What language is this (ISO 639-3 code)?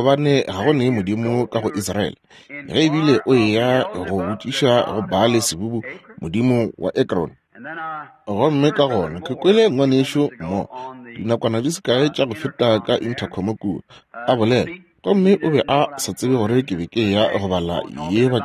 nso